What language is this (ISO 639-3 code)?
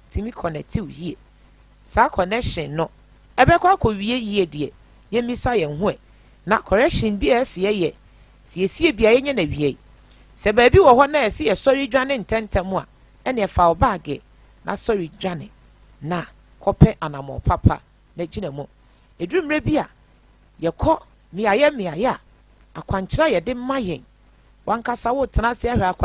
aka